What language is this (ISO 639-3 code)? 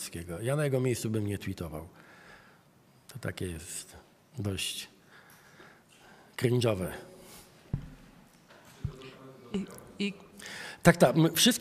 pol